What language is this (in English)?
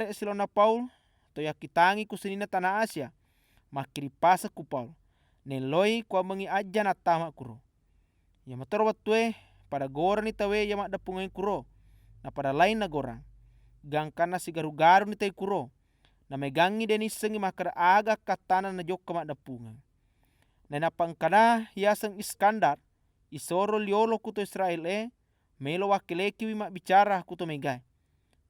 Buginese